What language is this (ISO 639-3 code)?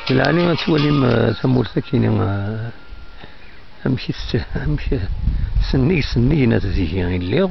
kab